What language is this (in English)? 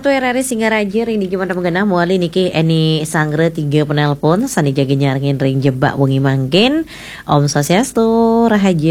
Balinese